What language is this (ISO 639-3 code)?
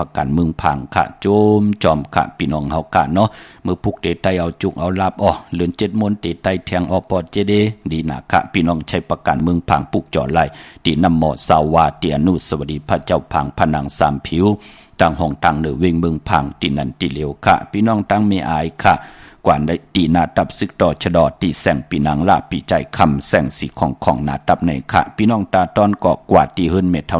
shn